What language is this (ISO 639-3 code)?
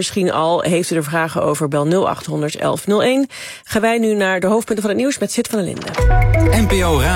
nld